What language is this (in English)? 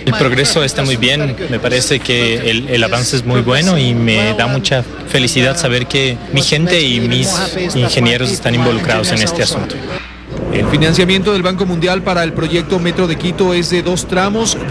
Spanish